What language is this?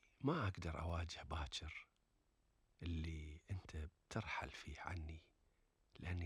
Gulf Arabic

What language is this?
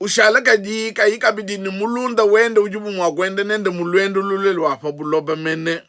Luba-Lulua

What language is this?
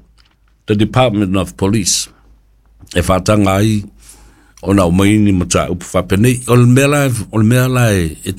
Samoan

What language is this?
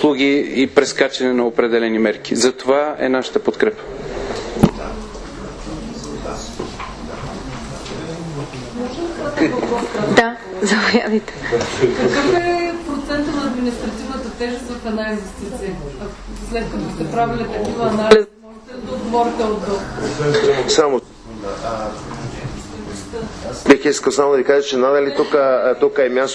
Bulgarian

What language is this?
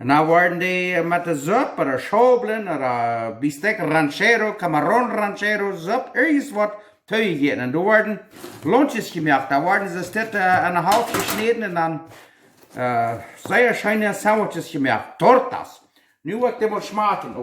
Plautdietsch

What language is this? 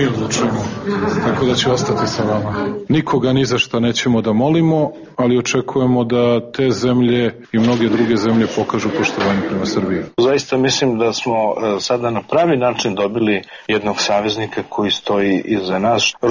Serbian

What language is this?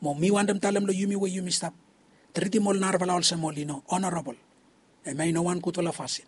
Bislama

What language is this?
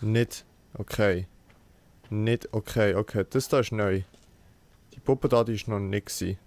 Swiss German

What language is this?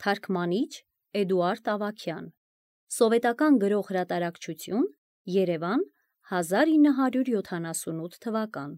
Armenian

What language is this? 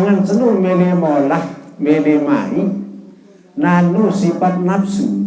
Sasak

